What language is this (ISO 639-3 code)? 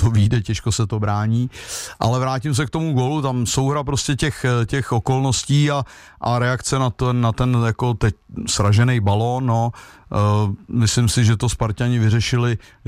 ces